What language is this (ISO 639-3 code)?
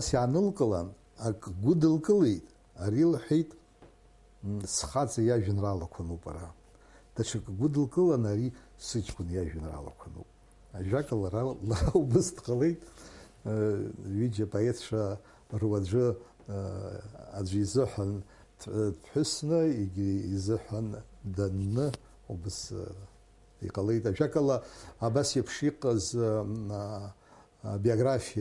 abk